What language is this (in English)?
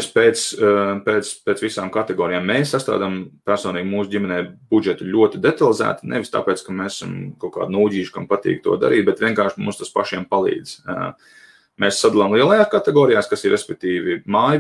Latvian